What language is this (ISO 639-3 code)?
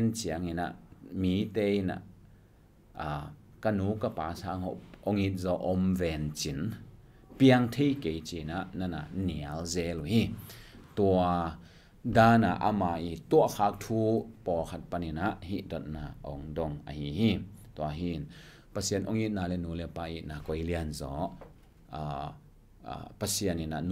ctd